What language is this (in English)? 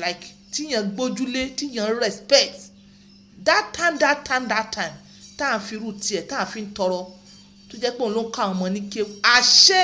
Yoruba